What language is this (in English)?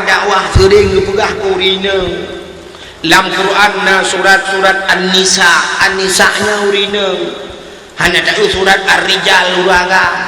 Achinese